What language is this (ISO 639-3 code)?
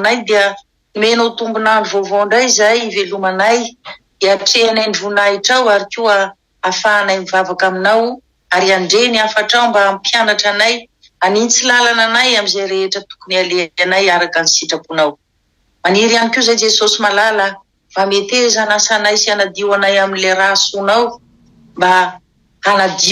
mlg